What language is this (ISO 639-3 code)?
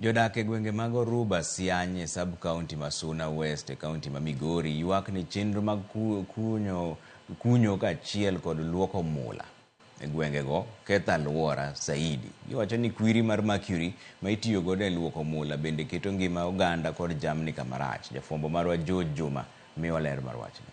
luo